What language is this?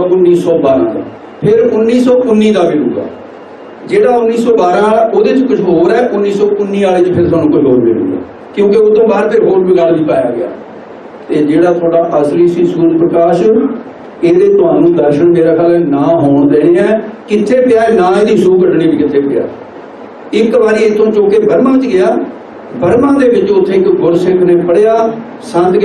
Punjabi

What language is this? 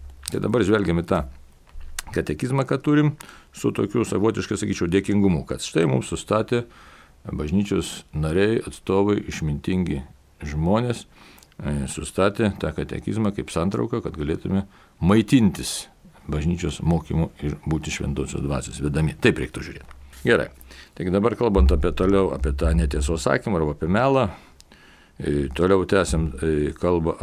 Lithuanian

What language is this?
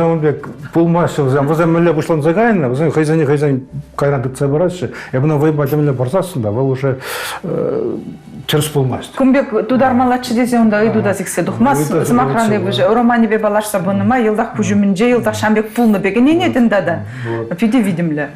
Chuvash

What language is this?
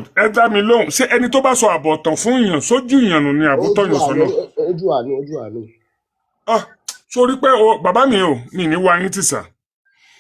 Yoruba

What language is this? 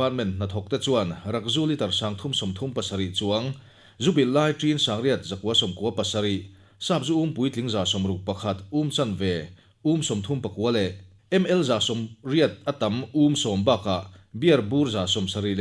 Mizo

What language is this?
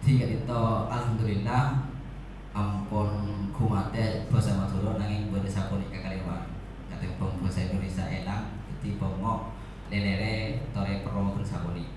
Madurese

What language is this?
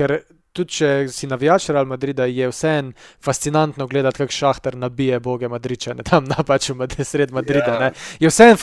Slovenian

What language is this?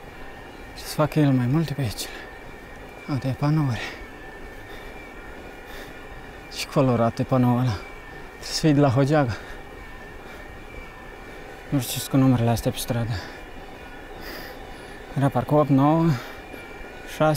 Romanian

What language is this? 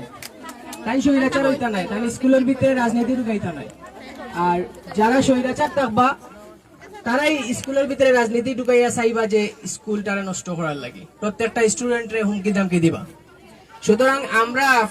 Sylheti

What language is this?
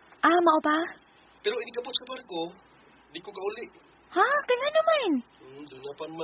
Cebuano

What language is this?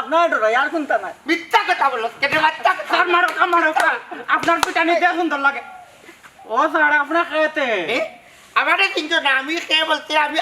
Sylheti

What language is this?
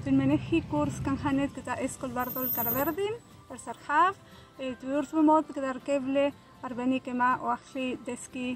Welsh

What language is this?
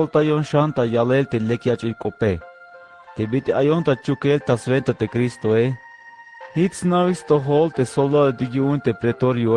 Tzeltal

